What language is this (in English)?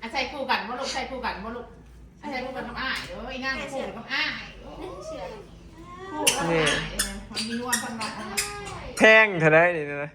Northeastern Thai